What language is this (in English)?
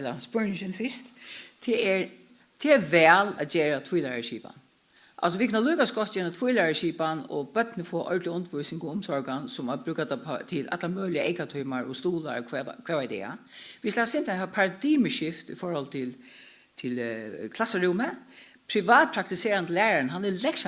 Faroese